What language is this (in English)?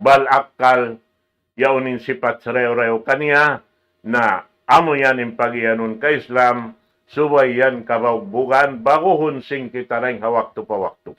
Tausug